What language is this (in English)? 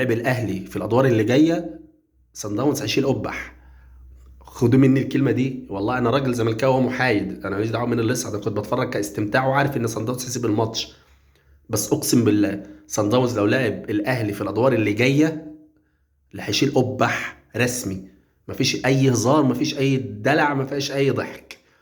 Egyptian Arabic